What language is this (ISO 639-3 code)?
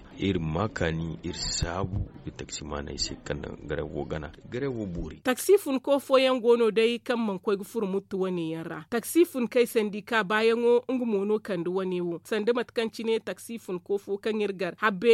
dje